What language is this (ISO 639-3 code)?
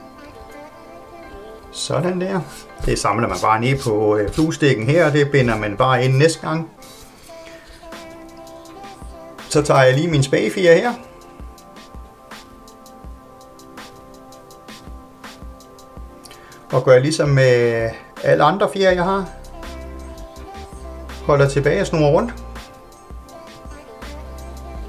dan